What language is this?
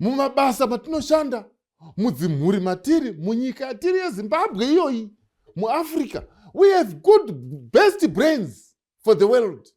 Shona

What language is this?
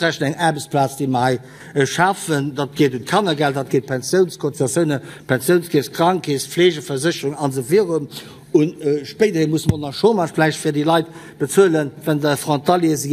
Luxembourgish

